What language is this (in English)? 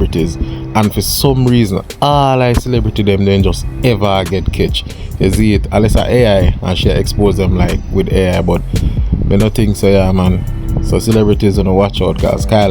Jamaican Creole English